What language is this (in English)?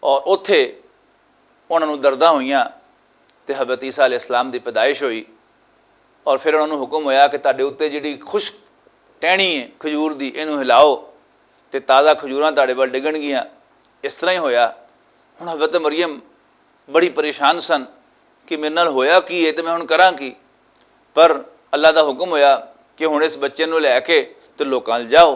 Western Panjabi